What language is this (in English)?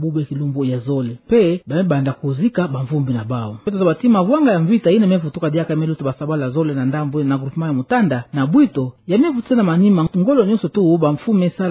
Kituba (Democratic Republic of Congo)